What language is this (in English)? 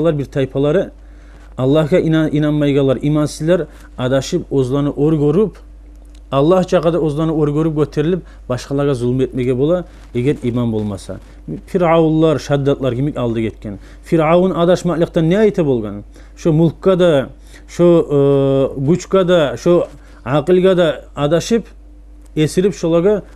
Kumyk